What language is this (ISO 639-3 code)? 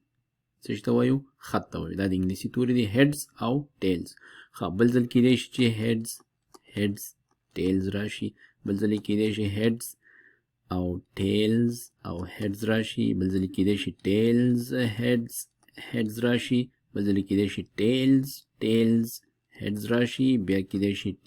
pus